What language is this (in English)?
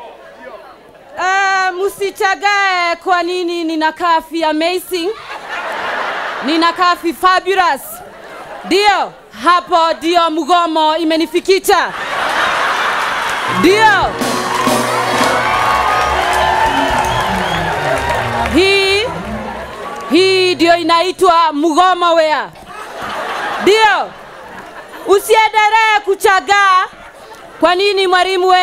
Swahili